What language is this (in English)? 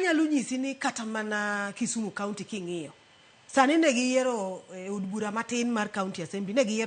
Luo (Kenya and Tanzania)